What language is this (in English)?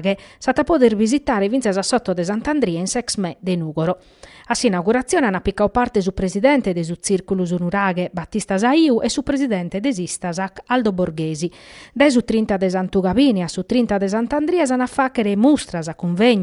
Sardinian